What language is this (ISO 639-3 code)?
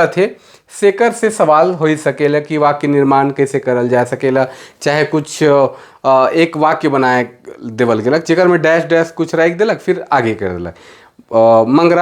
sck